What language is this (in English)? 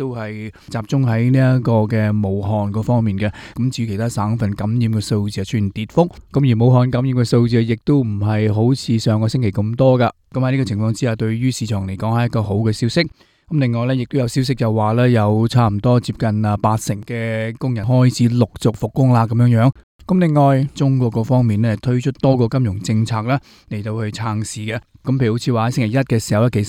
Cantonese